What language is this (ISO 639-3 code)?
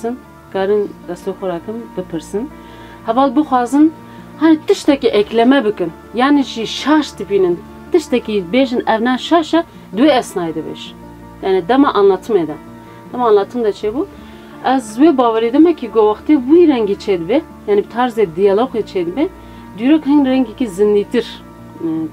kur